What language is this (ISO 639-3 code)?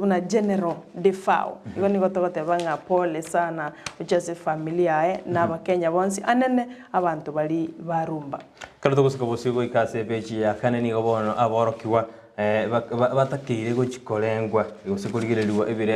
guz